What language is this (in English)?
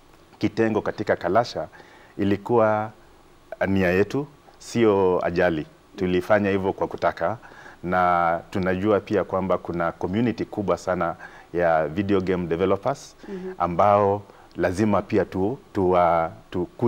Swahili